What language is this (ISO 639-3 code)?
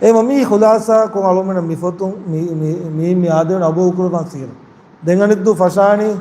div